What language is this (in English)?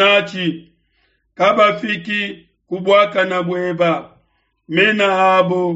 Luba-Lulua